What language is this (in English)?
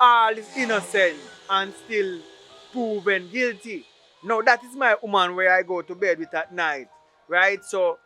Jamaican Creole English